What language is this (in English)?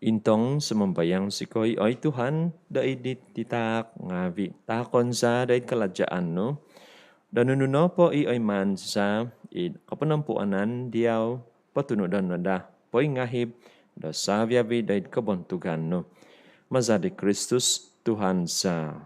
Central Dusun